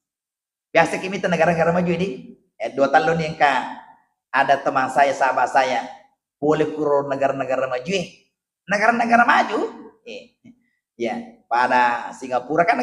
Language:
Buginese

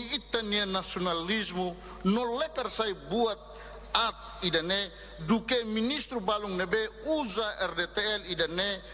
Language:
Tetum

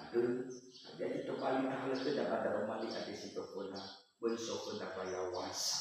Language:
Nias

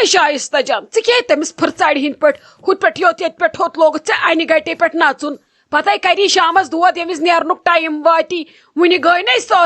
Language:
Kashmiri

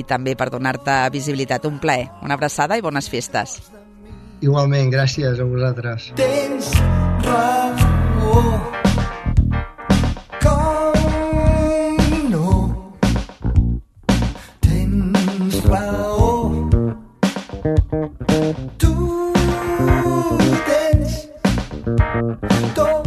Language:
Catalan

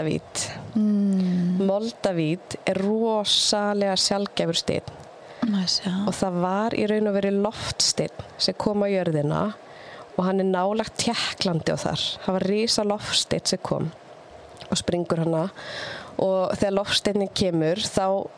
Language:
Icelandic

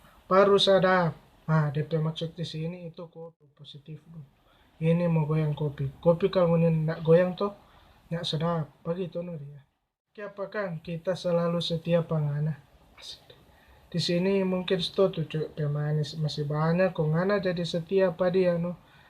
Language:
Manado Malay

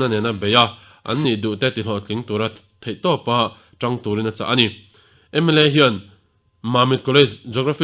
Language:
Mizo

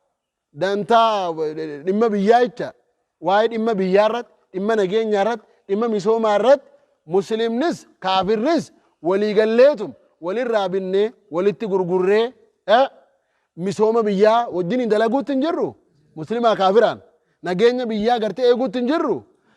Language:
Oromo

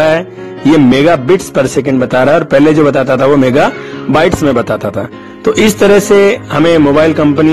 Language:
Hindi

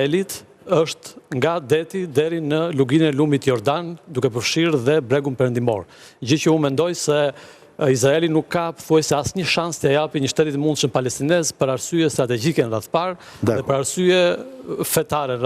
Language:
Albanian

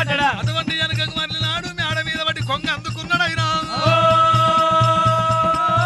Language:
Telugu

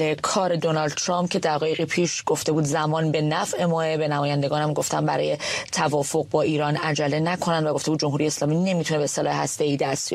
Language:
Persian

